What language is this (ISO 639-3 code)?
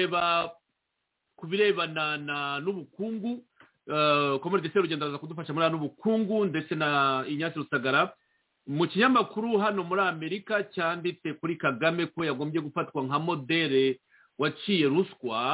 kin